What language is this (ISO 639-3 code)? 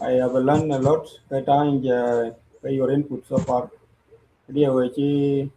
nus